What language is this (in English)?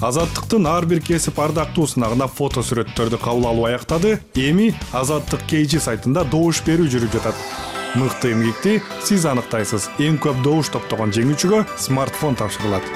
Kyrgyz